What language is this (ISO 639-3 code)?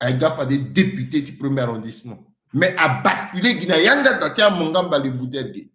sag